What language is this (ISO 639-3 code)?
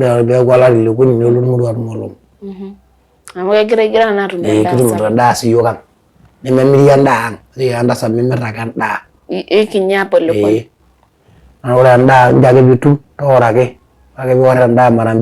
mas